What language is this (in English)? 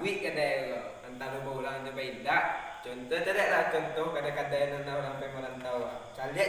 Minangkabau